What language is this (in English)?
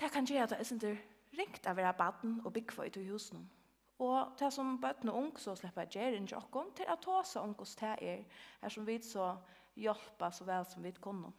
Faroese